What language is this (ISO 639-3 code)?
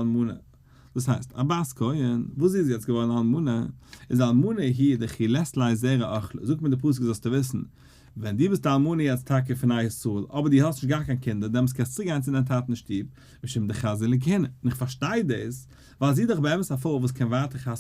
yid